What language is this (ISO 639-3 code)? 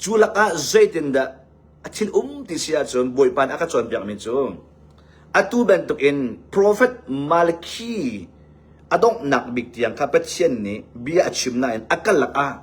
cnh